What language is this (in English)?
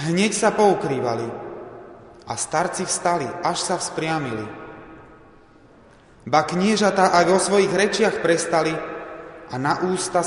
Slovak